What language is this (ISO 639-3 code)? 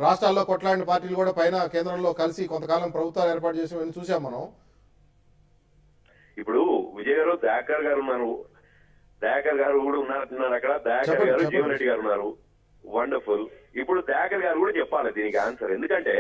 tel